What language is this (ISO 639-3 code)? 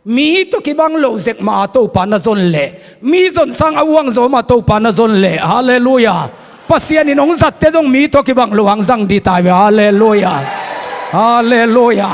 ctd